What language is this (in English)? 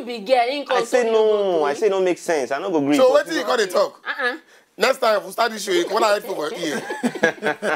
Nigerian Pidgin